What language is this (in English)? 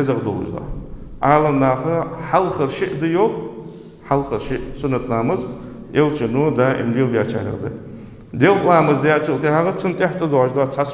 Ingush